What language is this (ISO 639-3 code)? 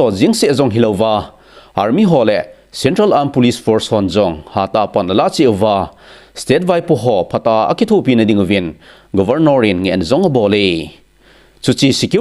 tcz